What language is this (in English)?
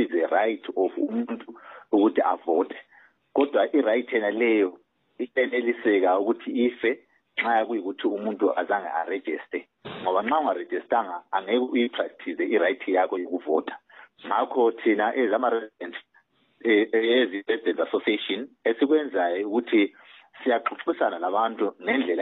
North Ndebele